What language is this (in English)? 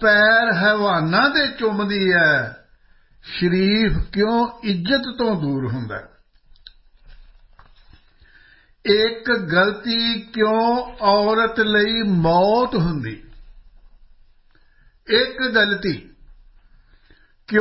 Punjabi